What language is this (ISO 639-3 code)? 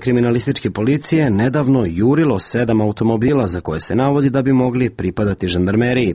srp